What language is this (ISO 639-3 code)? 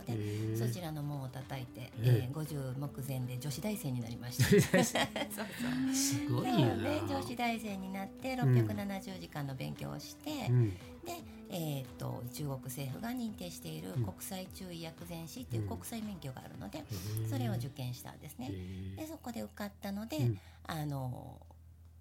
jpn